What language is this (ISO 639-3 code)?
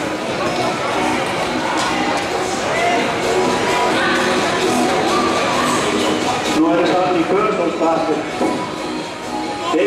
dan